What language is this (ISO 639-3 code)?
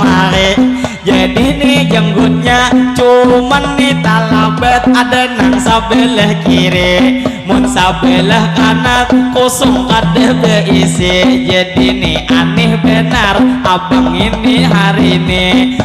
bjn